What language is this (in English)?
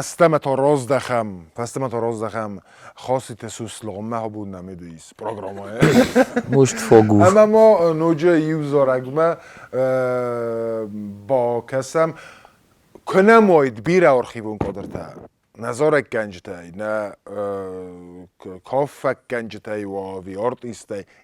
Ossetic